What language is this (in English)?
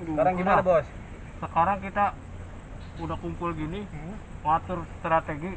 Betawi